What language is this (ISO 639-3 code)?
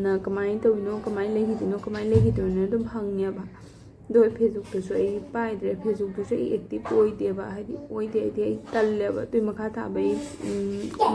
mni